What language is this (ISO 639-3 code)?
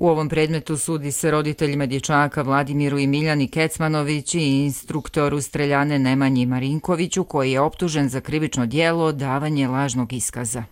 hrv